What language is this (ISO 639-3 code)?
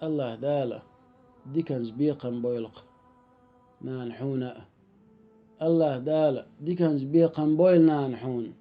che